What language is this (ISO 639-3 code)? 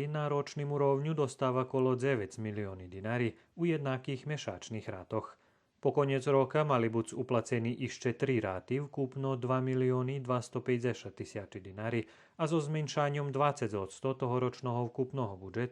rue